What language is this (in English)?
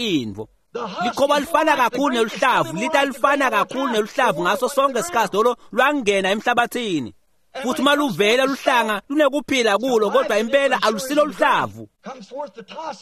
Swati